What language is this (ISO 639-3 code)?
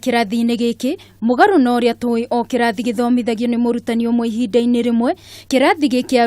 kik